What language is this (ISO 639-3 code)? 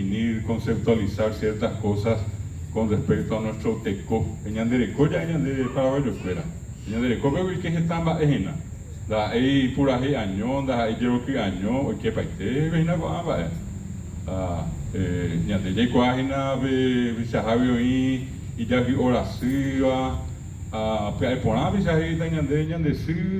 grn